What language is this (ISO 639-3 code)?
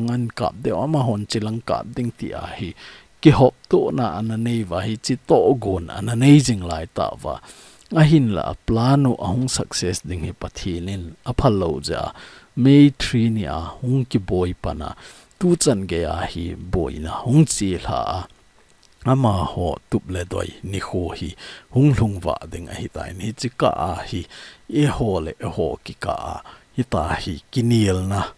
tcz